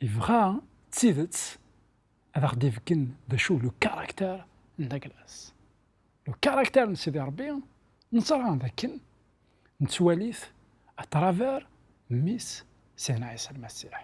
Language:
Kabyle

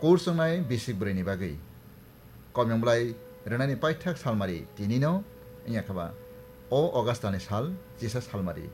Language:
Kok Borok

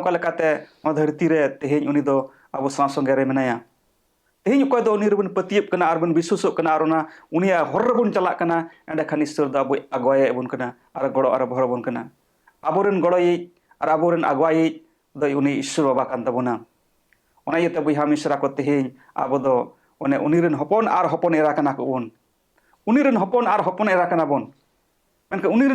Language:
Santali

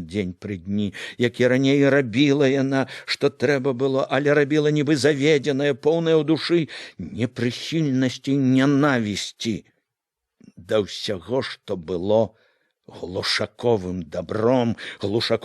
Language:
Belarusian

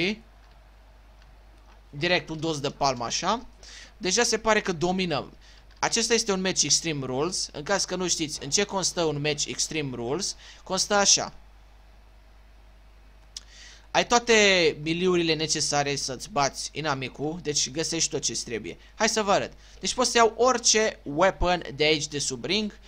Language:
Romanian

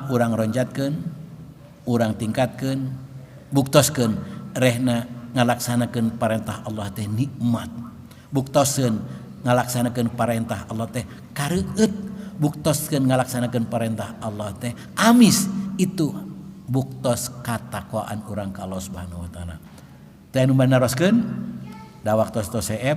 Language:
Sundanese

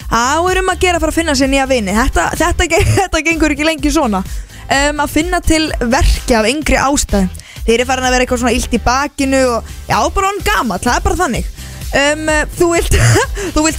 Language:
Icelandic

